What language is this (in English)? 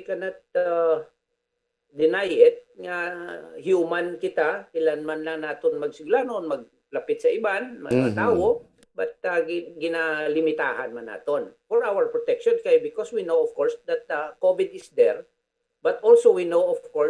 Hiligaynon